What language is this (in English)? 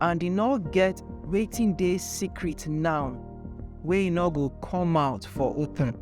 Nigerian Pidgin